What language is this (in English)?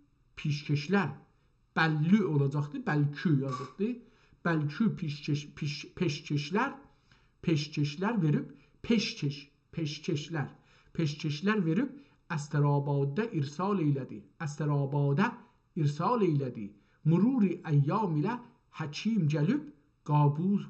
South Azerbaijani